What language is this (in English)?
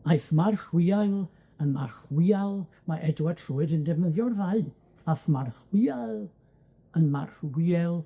Welsh